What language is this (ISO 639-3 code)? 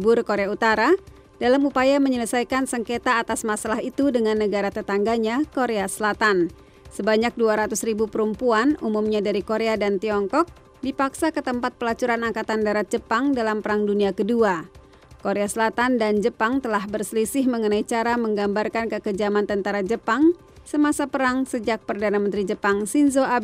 ind